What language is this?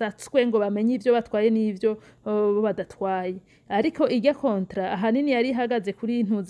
Rundi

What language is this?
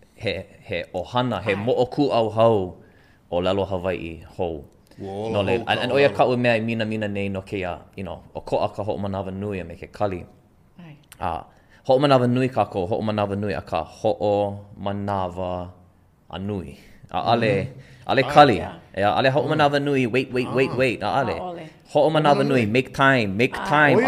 Hawaiian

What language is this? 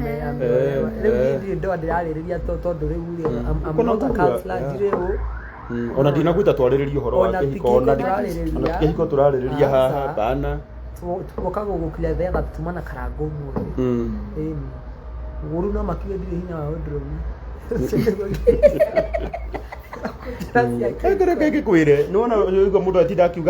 Kikuyu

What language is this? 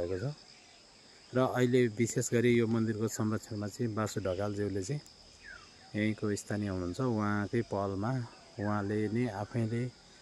Nepali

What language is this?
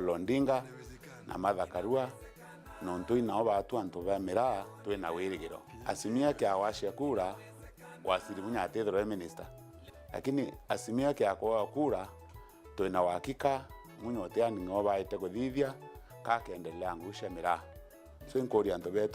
Meru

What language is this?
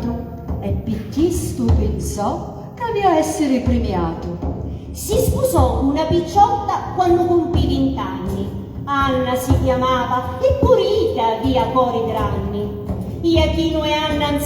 Sicilian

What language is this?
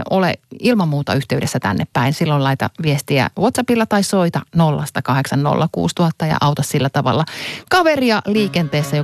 Finnish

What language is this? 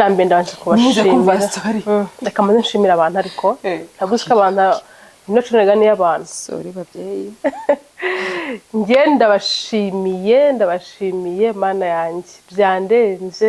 Kinyarwanda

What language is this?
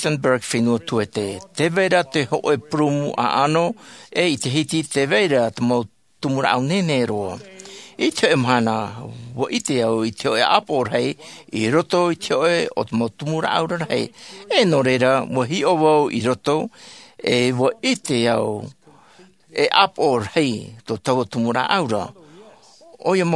Tahitian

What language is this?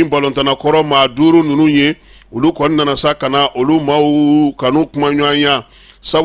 Bambara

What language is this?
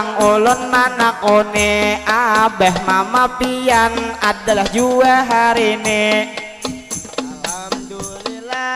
Banjar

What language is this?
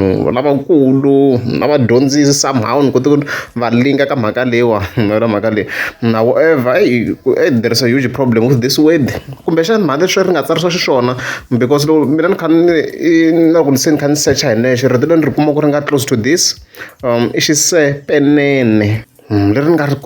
Tsonga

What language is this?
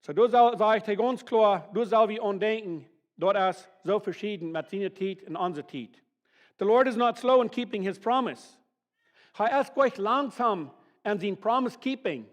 Plautdietsch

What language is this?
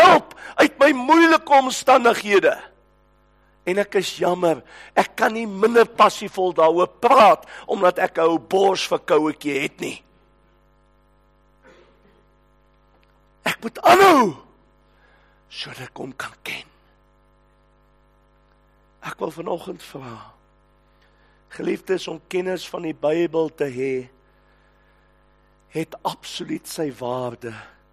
Afrikaans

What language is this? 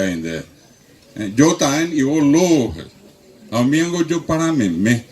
Guarani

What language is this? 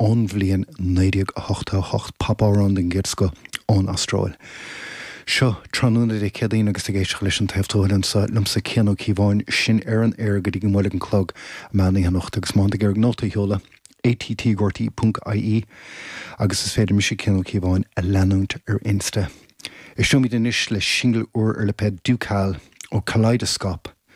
Irish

